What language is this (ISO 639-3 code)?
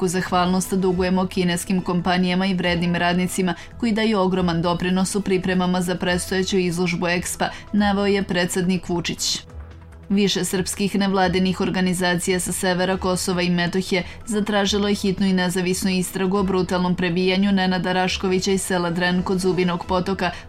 srp